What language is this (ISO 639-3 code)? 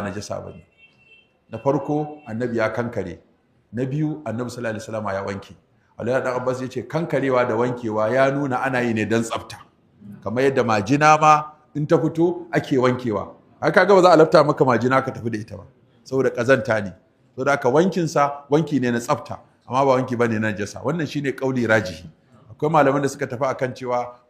hau